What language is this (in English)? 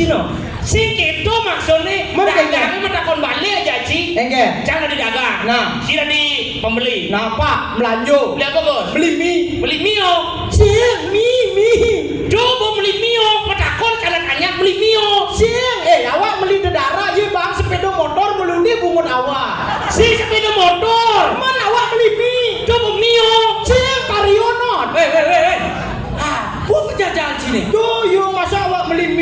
Balinese